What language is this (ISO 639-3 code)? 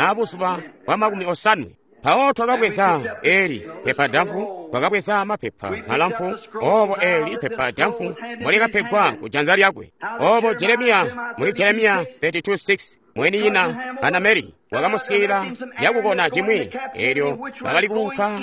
toi